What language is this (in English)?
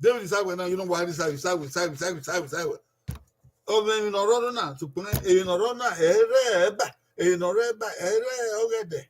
Bini